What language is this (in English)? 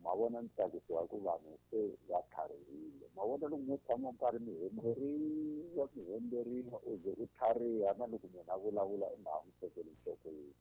Tsonga